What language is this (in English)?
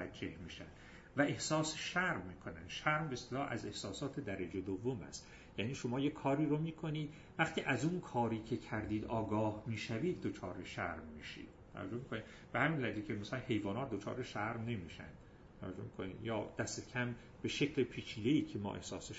Persian